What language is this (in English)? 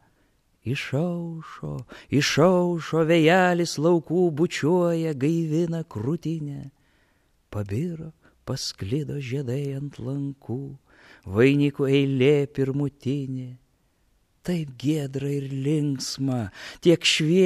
Lithuanian